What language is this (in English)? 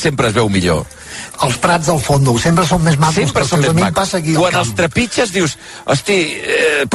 Catalan